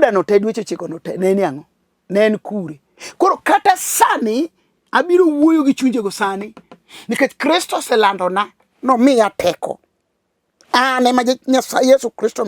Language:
Luo (Kenya and Tanzania)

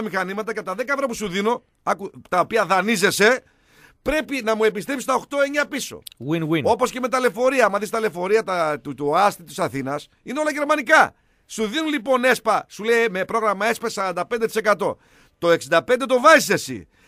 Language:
Greek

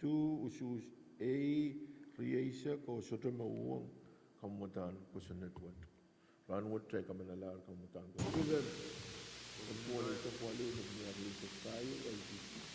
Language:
Pohnpeian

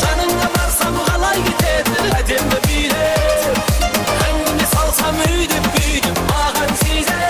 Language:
Kara-Kalpak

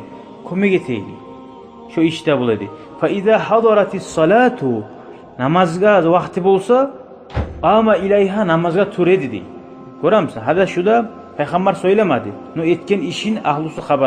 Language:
Kumyk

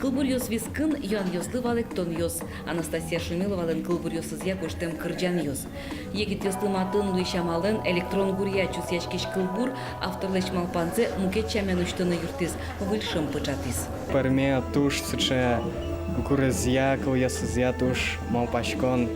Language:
Udmurt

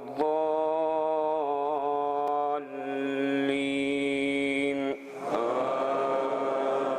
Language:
Kumyk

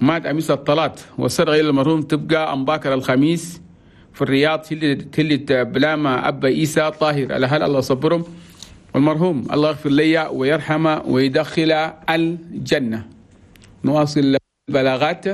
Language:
Chadian Arabic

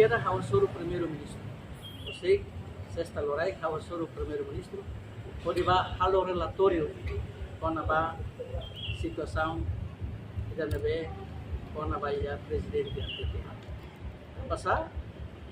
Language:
Tetum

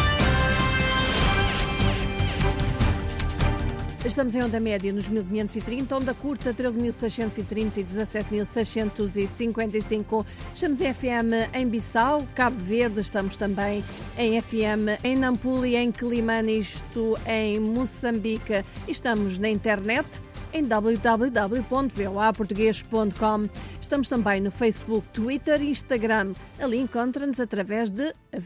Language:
Portuguese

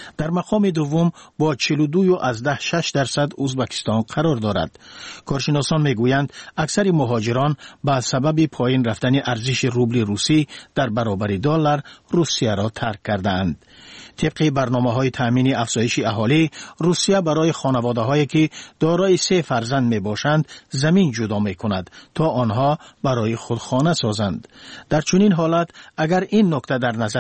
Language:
Tajik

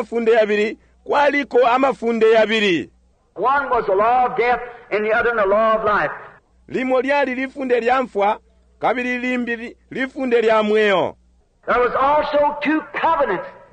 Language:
Bemba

